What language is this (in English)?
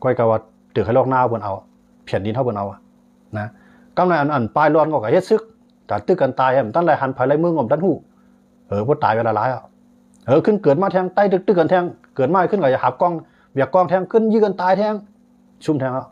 Shan